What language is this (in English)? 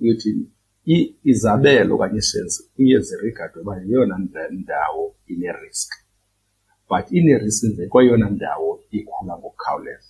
Xhosa